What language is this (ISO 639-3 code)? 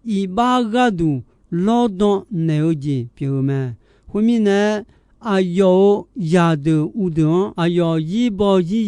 ahk